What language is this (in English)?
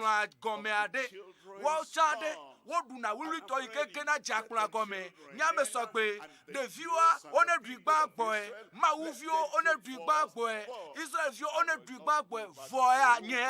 Ewe